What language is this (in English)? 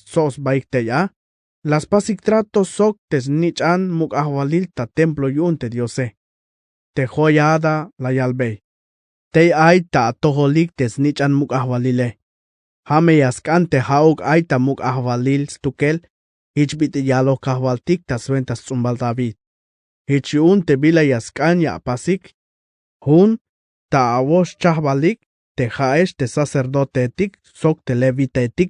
Tzeltal